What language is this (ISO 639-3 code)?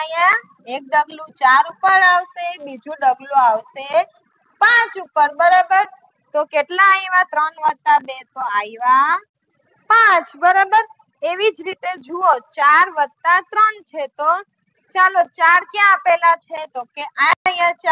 guj